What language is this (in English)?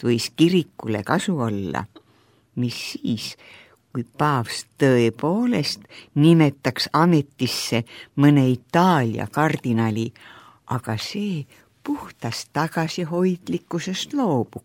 Estonian